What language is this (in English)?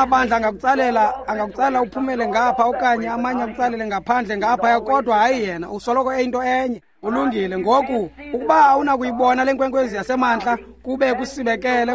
Xhosa